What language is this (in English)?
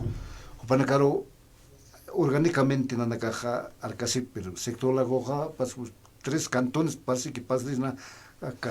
Aymara